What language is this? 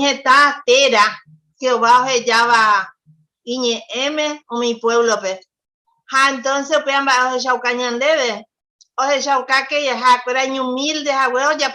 Guarani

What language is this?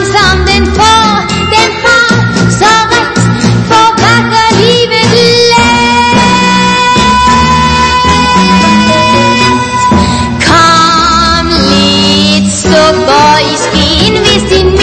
Danish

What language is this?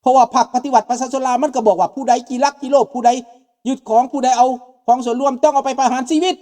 Lao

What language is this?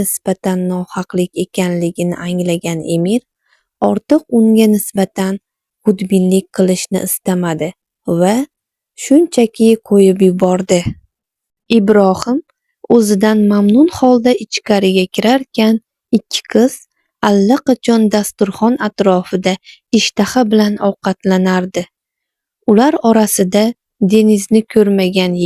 Uzbek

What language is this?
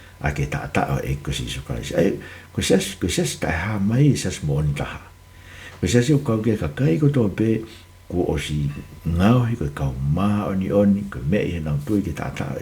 Tongan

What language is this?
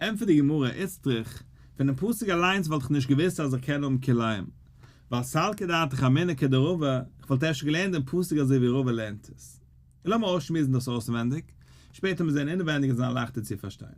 Yiddish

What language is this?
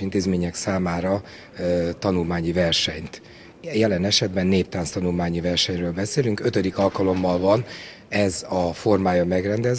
Hungarian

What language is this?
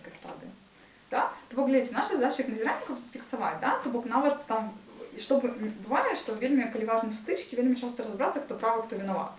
Belarusian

